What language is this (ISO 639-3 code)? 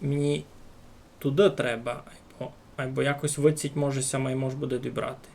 rue